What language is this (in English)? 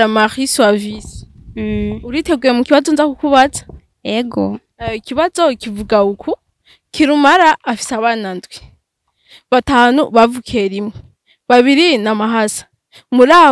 Rundi